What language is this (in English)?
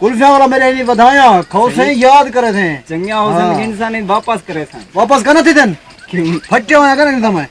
Saraiki